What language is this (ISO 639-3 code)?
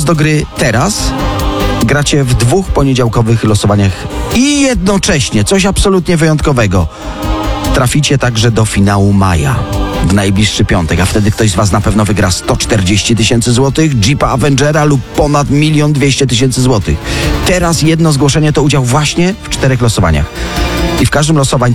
pol